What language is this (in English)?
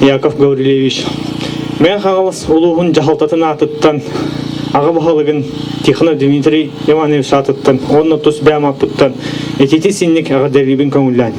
Yakut